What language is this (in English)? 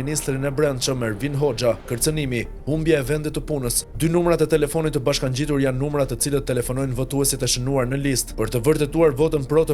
Albanian